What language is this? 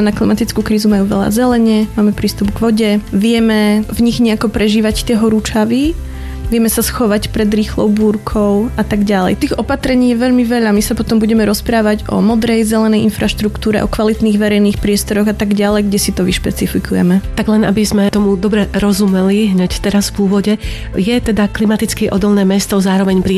Slovak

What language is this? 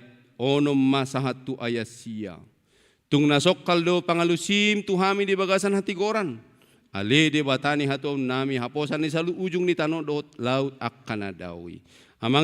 Batak Toba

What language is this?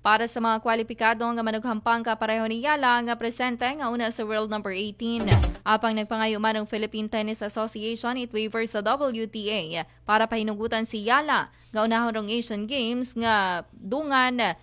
Aklanon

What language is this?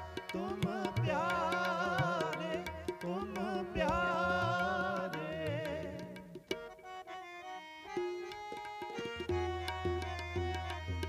Punjabi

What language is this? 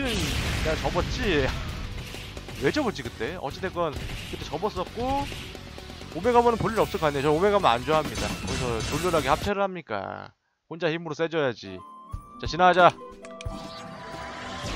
Korean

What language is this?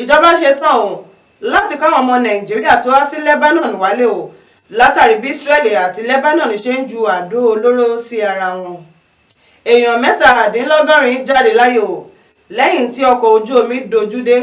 Yoruba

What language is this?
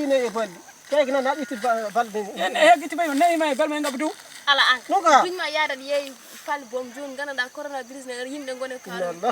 Fula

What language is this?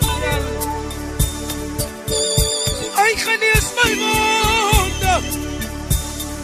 Afrikaans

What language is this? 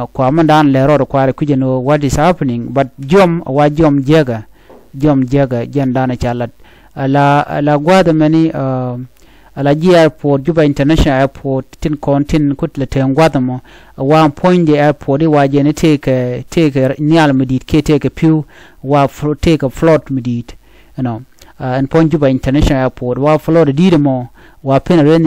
Nuer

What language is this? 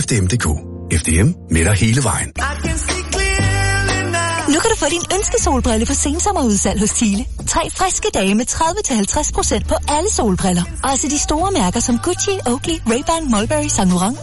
Danish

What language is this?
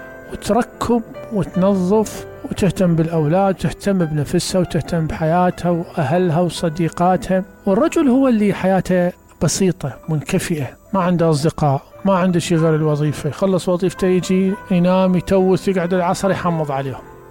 Mesopotamian Arabic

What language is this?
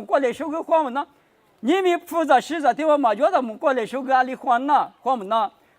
Lisu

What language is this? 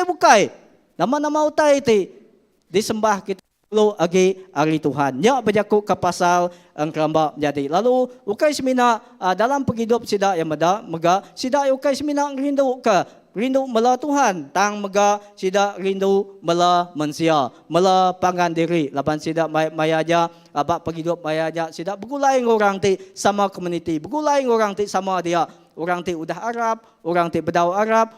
Iban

